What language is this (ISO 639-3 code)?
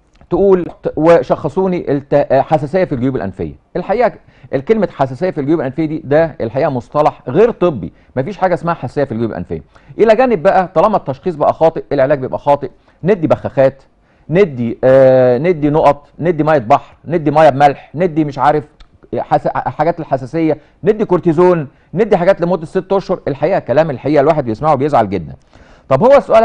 arz